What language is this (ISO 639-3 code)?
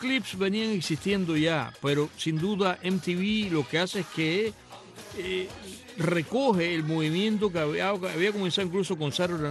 spa